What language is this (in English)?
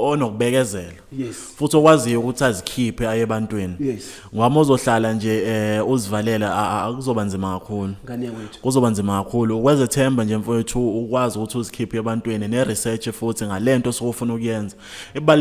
Zulu